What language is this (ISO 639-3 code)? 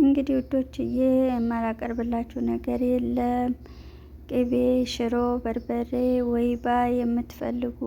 amh